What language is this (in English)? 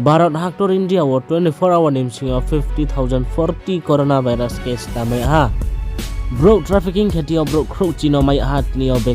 Riang (India)